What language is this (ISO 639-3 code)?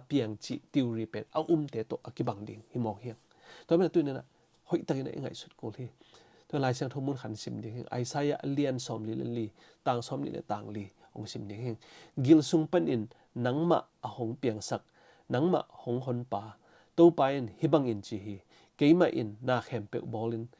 ctd